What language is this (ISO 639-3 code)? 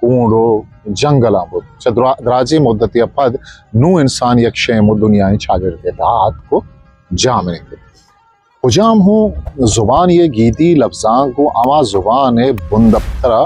bgp